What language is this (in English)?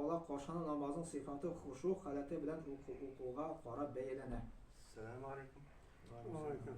Tatar